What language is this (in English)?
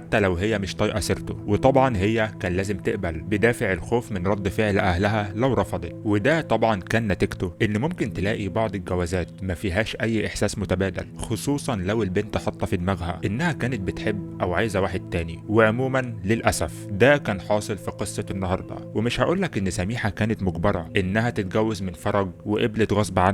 Egyptian Arabic